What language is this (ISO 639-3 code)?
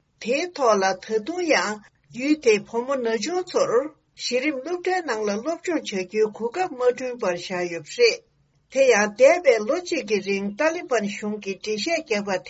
bod